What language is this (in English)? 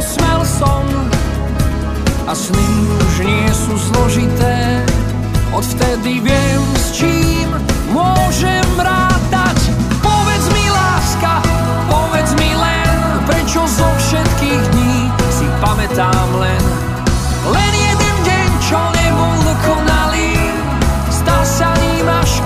Slovak